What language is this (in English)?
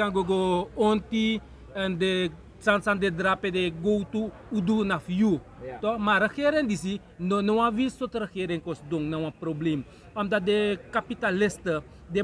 Sranan Tongo